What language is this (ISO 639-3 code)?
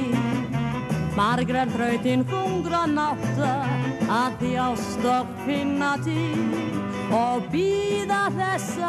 isl